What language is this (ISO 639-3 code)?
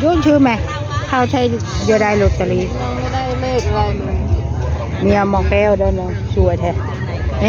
tts